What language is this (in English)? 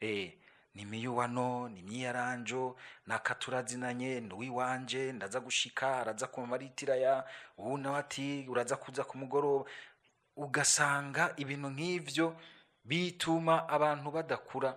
Rundi